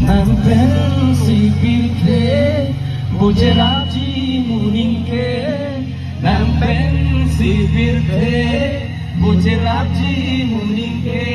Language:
Karbi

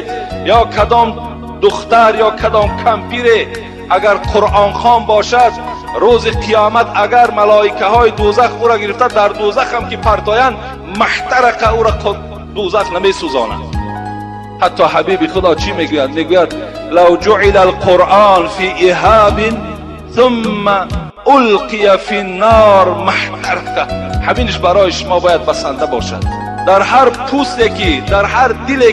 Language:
Tajik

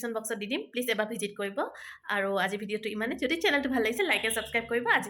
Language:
Assamese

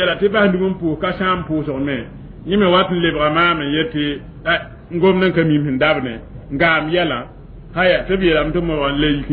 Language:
Mossi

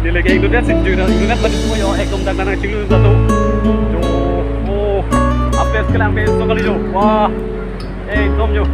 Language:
Karbi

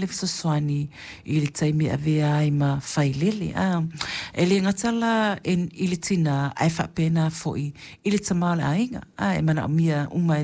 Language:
Samoan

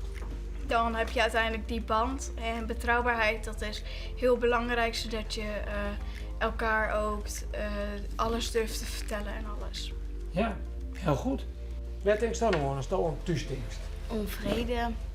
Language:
Western Frisian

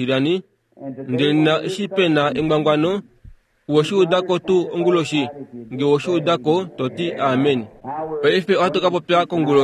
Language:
Kuanyama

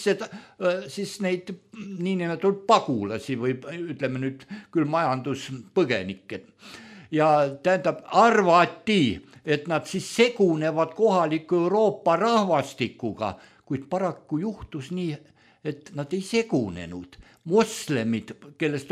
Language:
Estonian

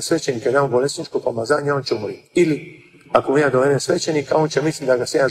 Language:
Croatian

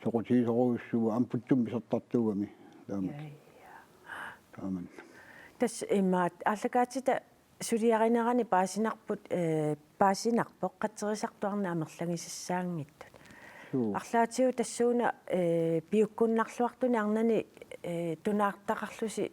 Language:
Kalaallisut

